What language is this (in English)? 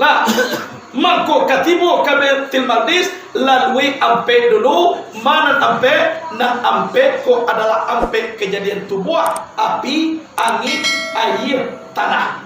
Minangkabau